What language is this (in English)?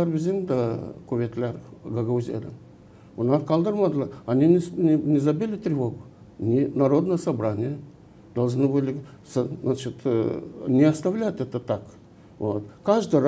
Gagauz